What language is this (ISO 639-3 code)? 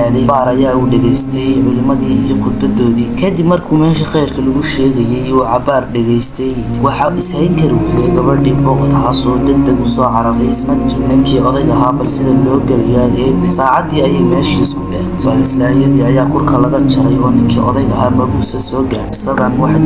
som